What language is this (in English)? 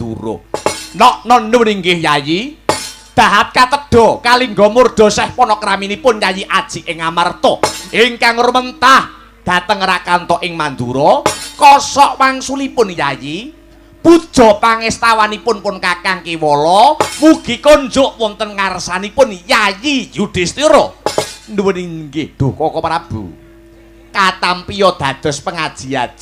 Javanese